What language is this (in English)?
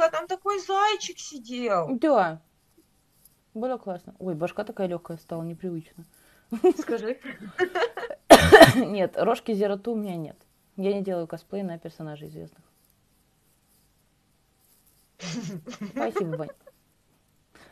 Russian